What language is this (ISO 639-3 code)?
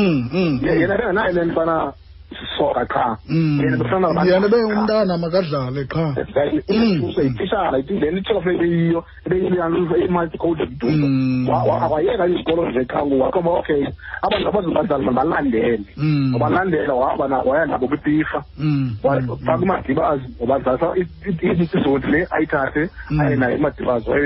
xho